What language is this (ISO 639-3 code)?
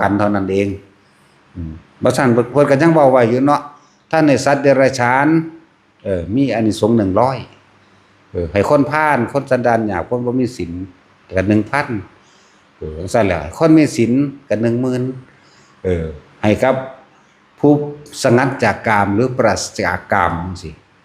tts